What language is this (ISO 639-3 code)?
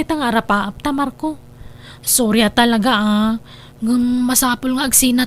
ilo